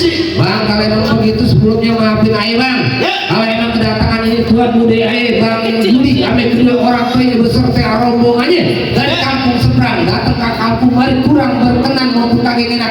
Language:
Betawi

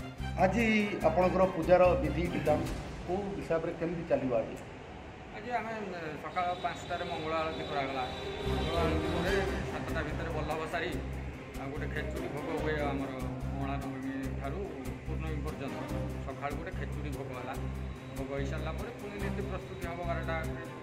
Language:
Odia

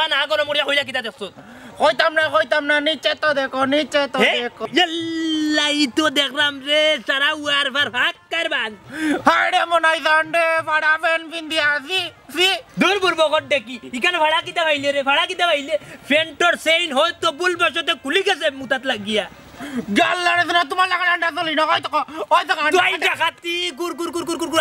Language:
Sylheti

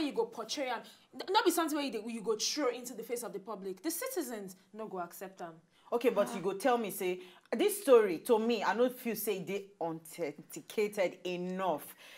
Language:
Nigerian Pidgin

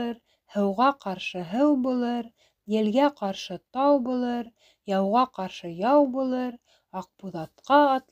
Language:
Bashkir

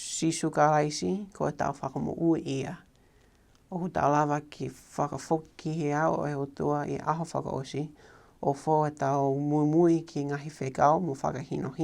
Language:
Tongan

